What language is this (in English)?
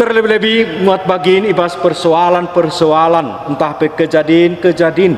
Batak Karo